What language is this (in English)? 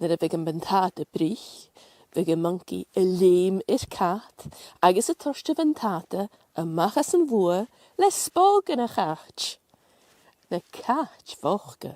Scottish Gaelic